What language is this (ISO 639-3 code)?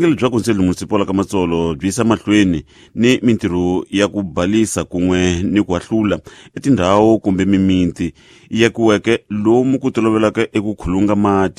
tso